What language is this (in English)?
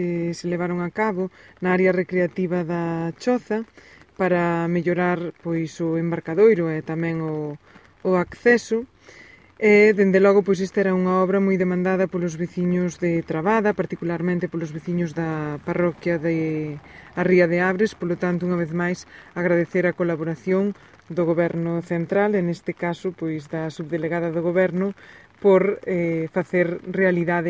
Galician